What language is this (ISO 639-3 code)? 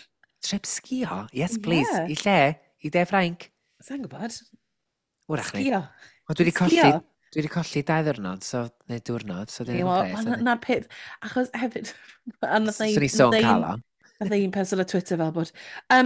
cym